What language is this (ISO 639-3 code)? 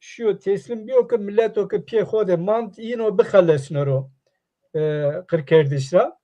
zza